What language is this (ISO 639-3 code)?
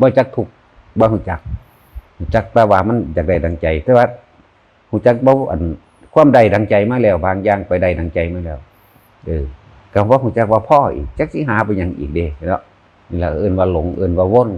tts